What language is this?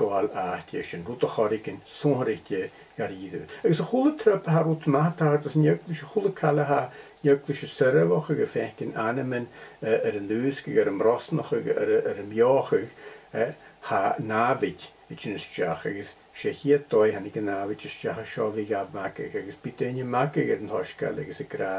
Scottish Gaelic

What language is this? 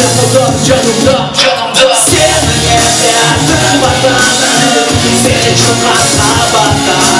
Crimean Tatar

